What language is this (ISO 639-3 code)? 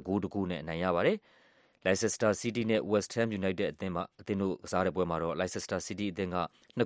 mya